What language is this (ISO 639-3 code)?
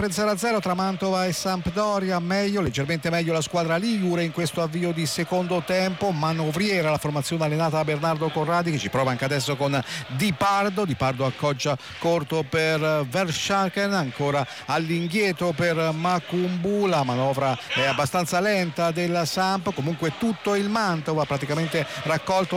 ita